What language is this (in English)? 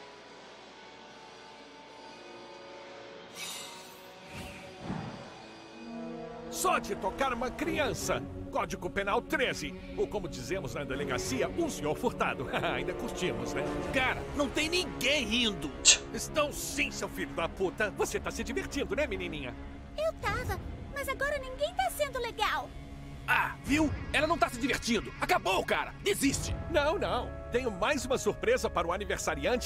Portuguese